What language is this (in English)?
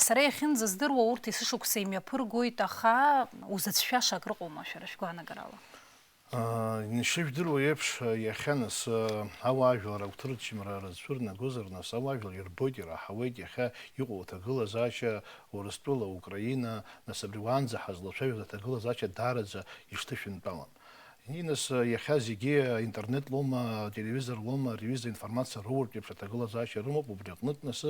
Abkhazian